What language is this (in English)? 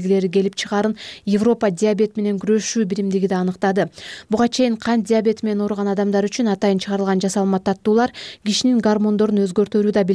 Kyrgyz